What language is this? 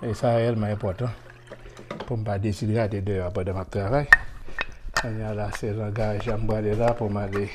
Haitian Creole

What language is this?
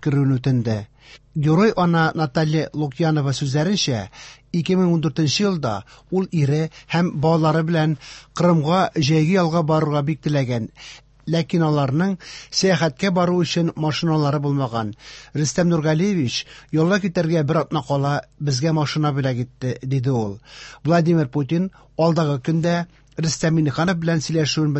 Tatar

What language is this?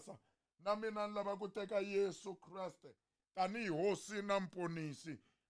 Tsonga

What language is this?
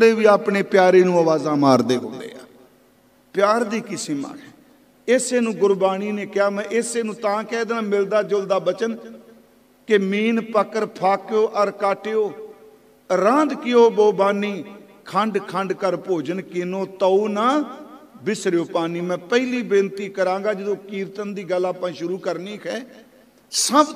Punjabi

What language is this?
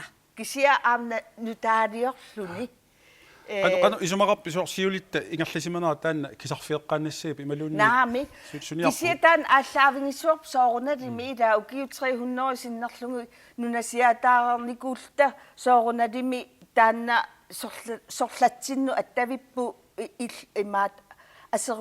Kalaallisut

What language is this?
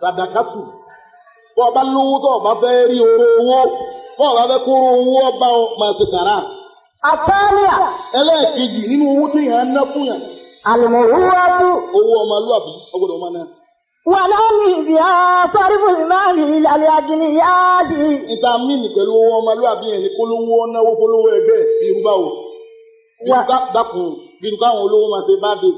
Yoruba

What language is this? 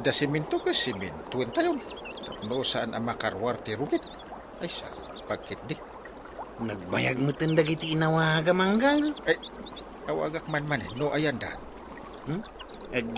Iloko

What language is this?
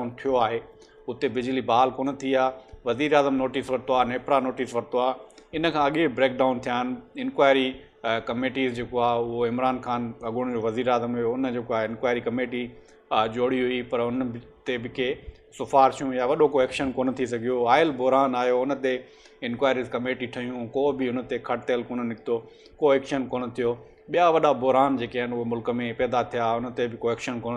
Sindhi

